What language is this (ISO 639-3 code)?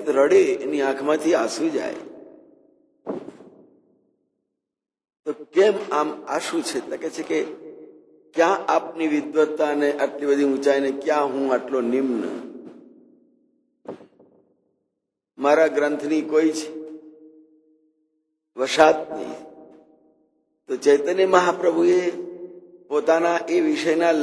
guj